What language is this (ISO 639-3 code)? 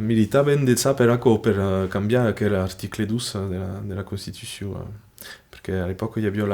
oci